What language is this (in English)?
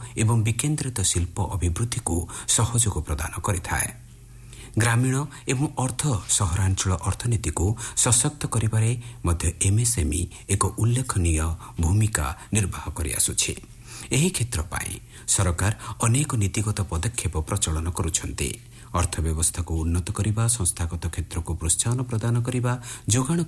Odia